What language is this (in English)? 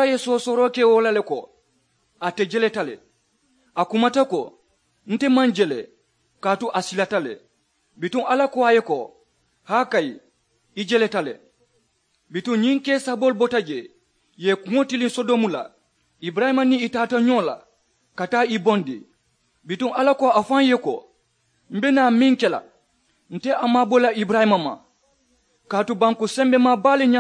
Mandingo